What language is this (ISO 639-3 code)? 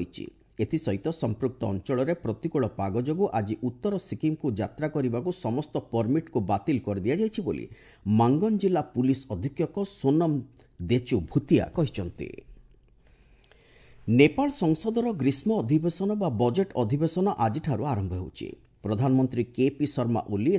ori